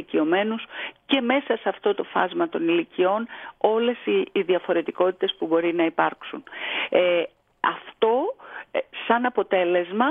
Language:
Greek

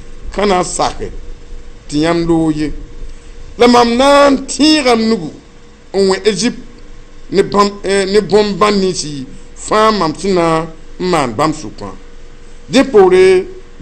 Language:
Mossi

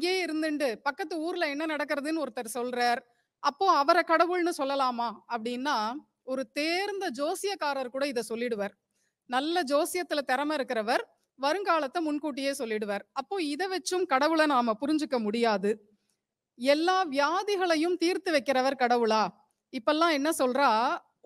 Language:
Tamil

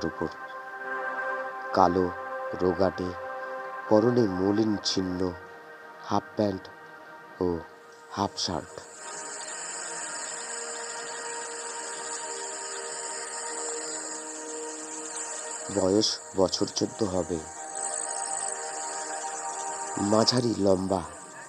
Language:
Bangla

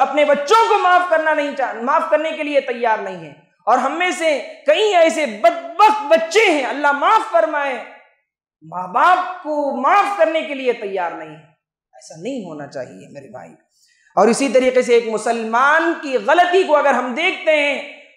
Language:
Urdu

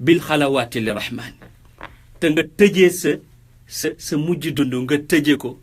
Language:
Wolof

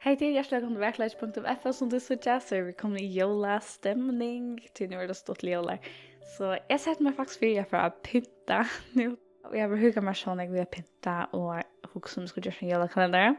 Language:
Faroese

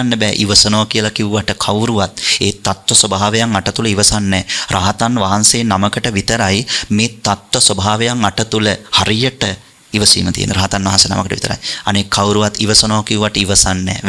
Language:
Sinhala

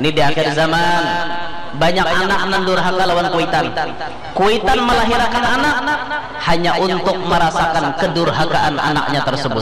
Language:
Banjar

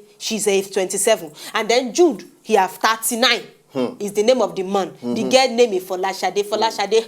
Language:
Nigerian Pidgin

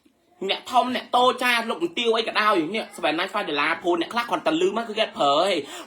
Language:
Khmer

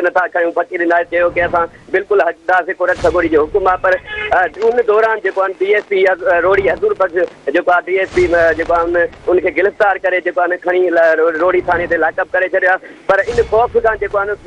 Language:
Sindhi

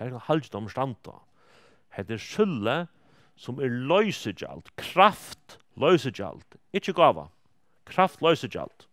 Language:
Faroese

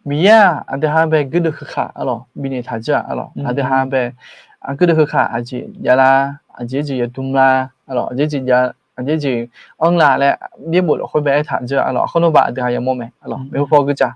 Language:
Akha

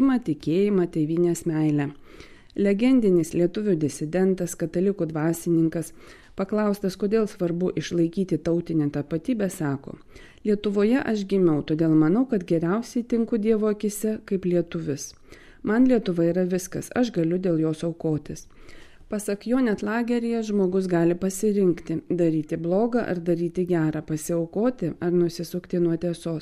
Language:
Lithuanian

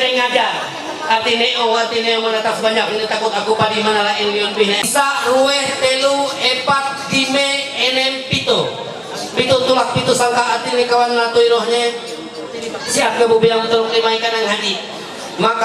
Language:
Ma'anyan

